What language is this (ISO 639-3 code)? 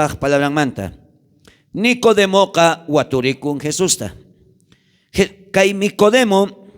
quh